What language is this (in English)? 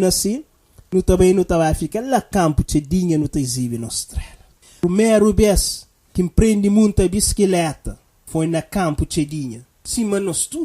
Kabuverdianu